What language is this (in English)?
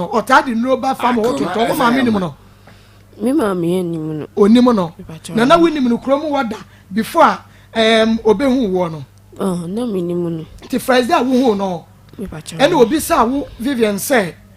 Akan